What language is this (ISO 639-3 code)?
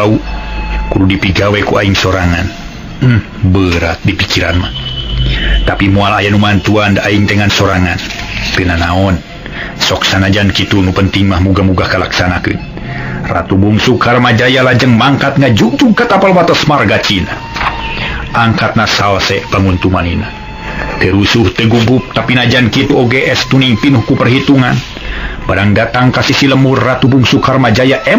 sun